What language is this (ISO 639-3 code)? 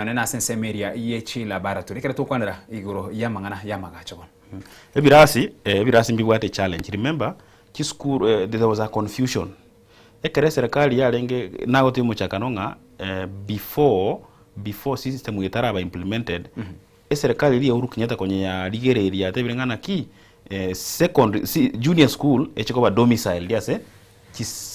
guz